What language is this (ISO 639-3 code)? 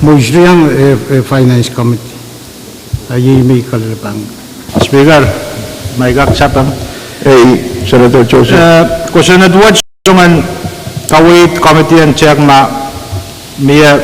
pon